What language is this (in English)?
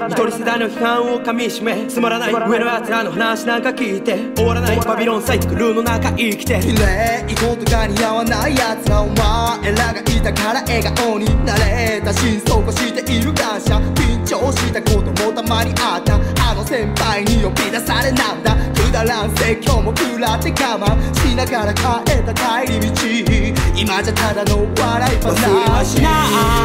Japanese